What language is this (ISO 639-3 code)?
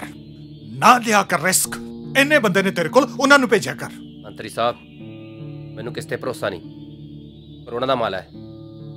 pan